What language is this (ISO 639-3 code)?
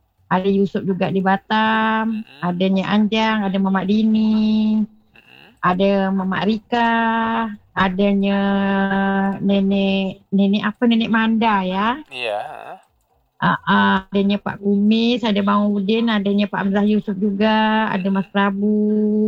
msa